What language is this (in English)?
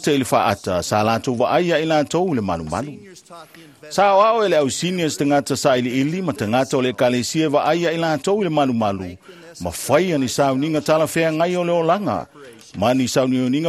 Samoan